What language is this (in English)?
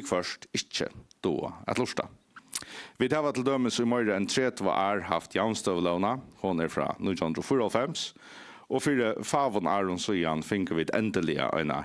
Faroese